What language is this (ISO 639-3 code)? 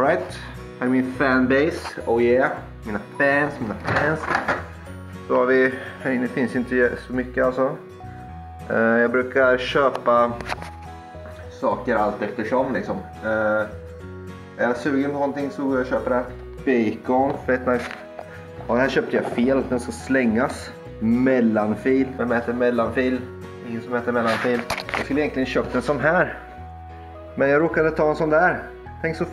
swe